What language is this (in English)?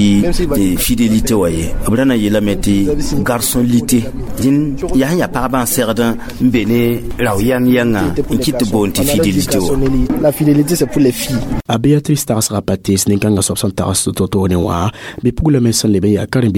Mossi